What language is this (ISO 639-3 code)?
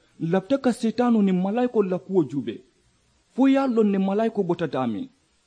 man